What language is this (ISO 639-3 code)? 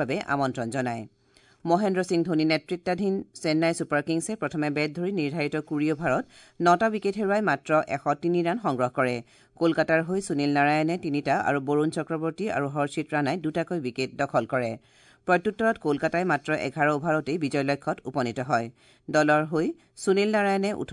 asm